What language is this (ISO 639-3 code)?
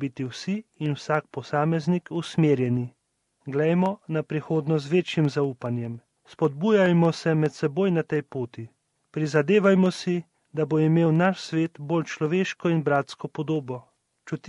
slv